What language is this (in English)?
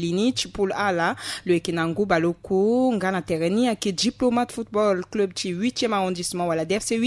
Sango